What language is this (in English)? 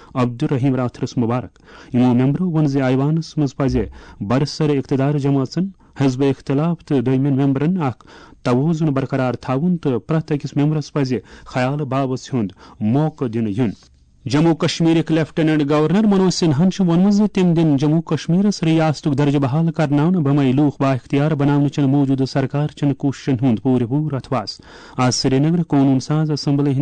Kashmiri